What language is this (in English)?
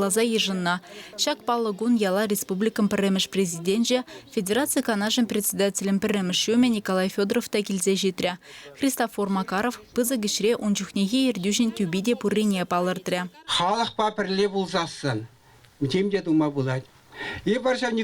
Chuvash